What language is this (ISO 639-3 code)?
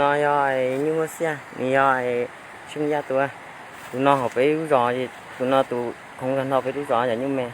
hmn